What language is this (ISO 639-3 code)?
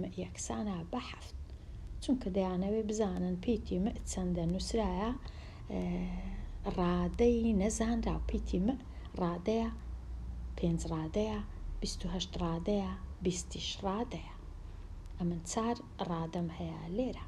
ckb